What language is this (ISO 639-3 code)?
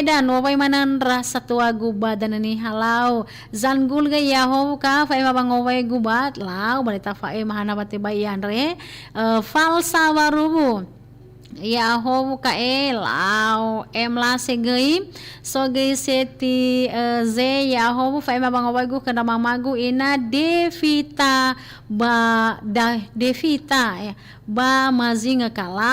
nia